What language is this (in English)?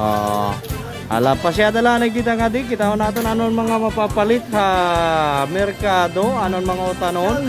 Waray